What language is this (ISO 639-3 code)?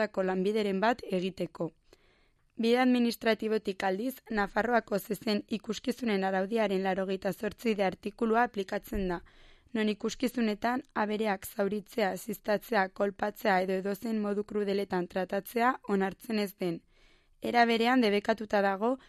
eus